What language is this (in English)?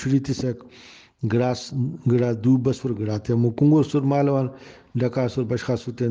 Brahui